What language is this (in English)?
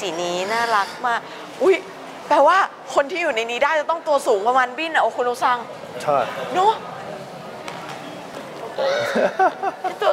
Thai